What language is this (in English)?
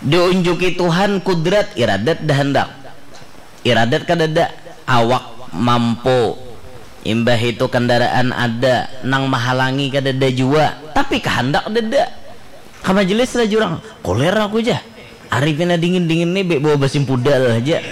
Banjar